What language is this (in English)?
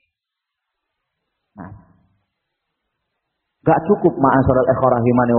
Indonesian